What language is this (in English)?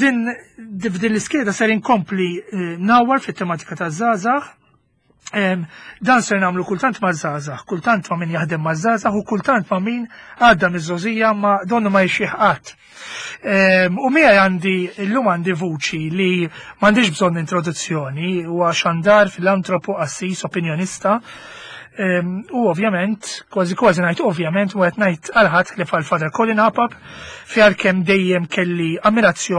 Maltese